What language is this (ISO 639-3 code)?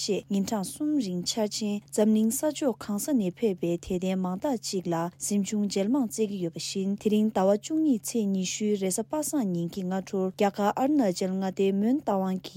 bod